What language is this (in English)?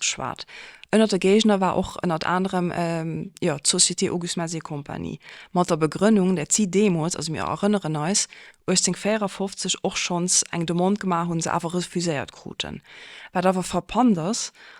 Luxembourgish